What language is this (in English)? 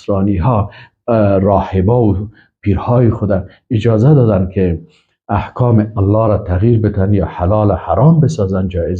Persian